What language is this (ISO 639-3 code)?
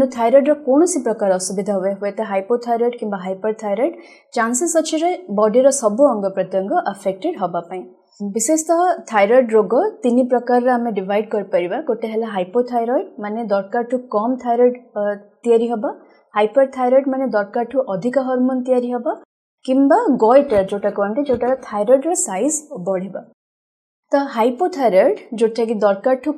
ori